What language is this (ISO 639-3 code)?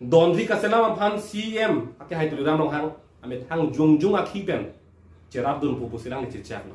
mjw